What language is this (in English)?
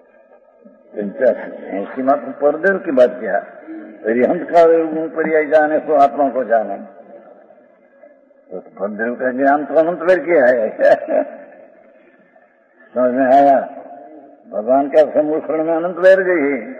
Hindi